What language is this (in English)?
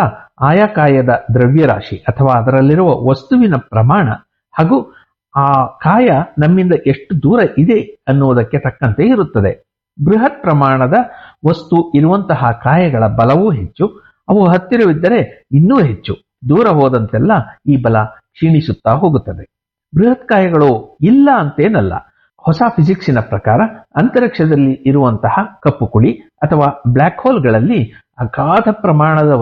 Kannada